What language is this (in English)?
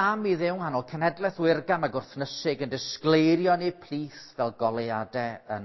Welsh